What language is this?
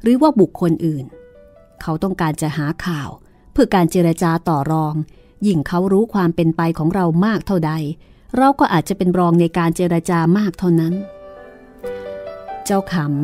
Thai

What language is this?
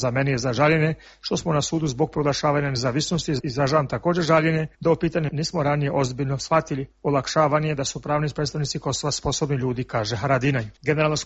Bosnian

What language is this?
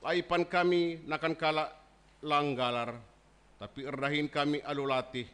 Batak Karo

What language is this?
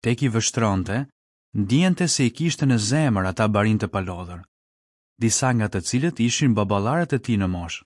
Albanian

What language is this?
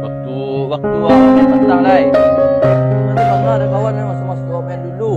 Minangkabau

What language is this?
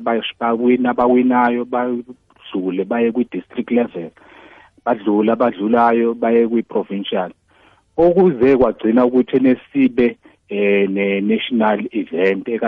South Ndebele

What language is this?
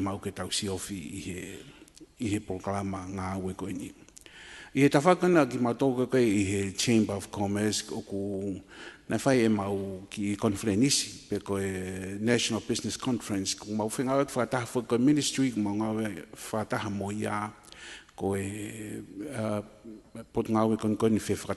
Tongan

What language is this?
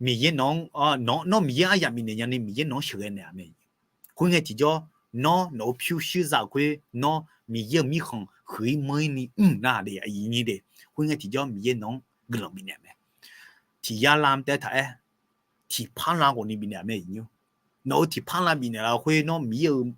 Akha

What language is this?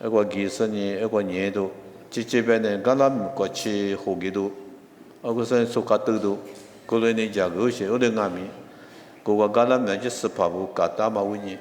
Lisu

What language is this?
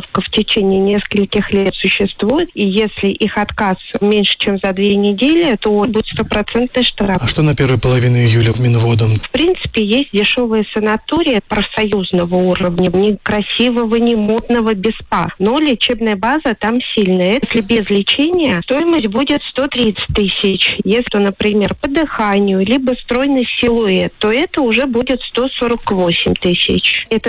Russian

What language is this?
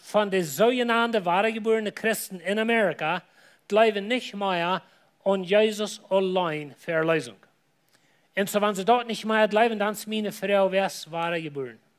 Plautdietsch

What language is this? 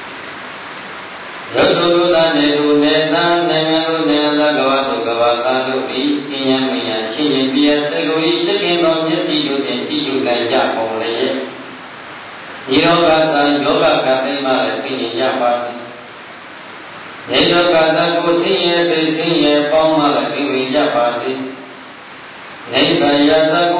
Burmese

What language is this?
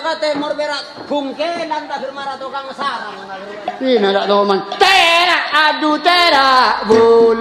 Madurese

